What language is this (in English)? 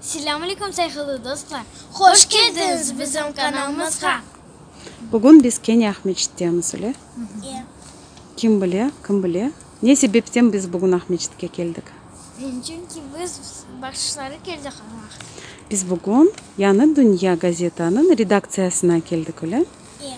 Crimean Tatar